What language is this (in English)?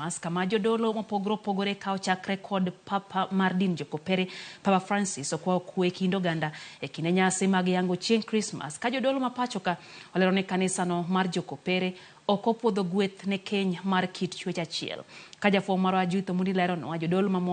Luo (Kenya and Tanzania)